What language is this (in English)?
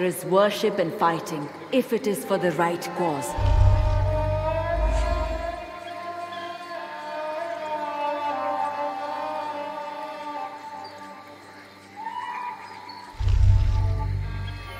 English